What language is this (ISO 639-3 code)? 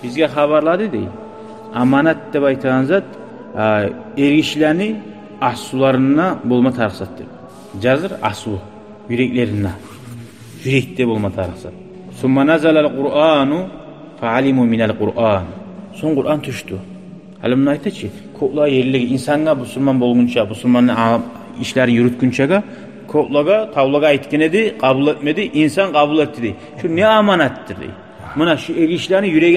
kum